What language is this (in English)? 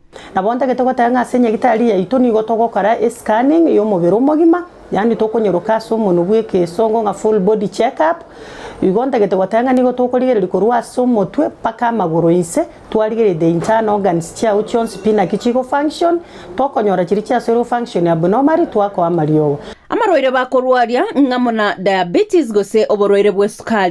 Gusii